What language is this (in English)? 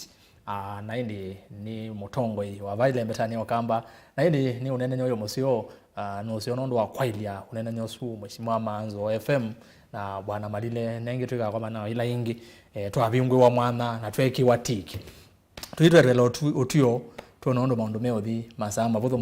Kamba